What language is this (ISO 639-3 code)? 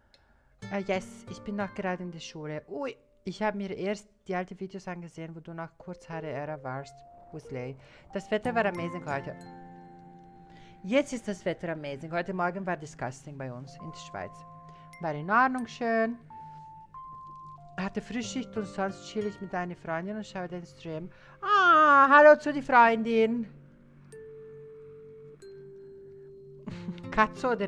deu